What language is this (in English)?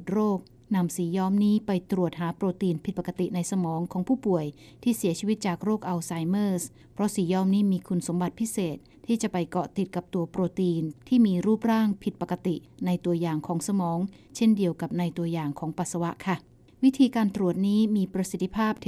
Thai